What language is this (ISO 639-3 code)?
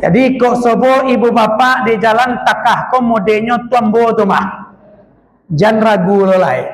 min